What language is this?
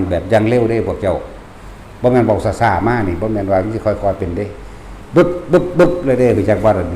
Northeastern Thai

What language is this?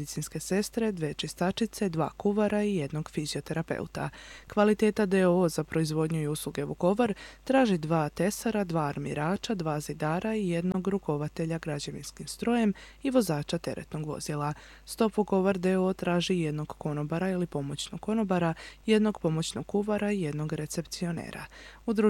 Croatian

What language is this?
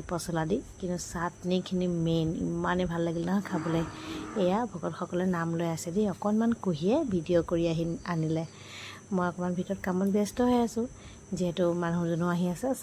Assamese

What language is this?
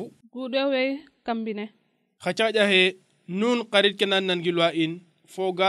Serer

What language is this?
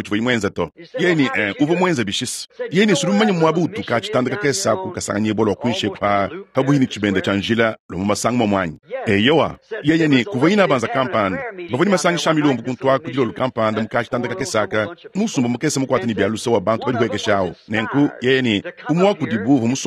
Luba-Lulua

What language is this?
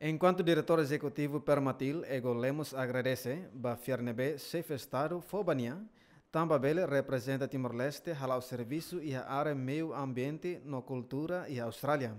Tetum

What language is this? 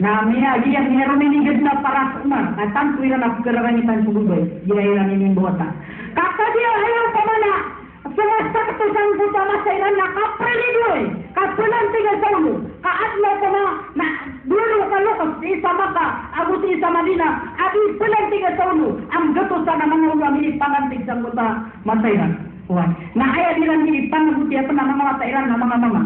Maranao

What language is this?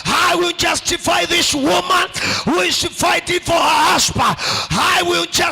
Kamba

